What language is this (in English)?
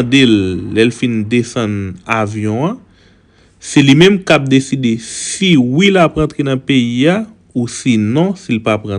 Haitian Creole